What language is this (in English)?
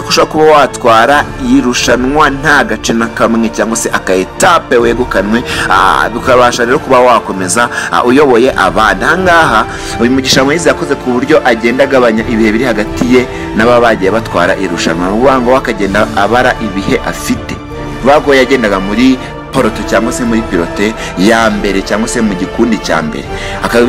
Kinyarwanda